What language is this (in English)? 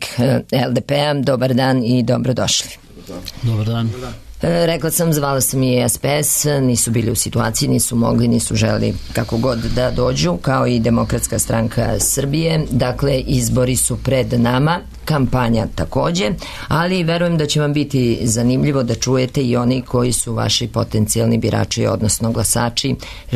Serbian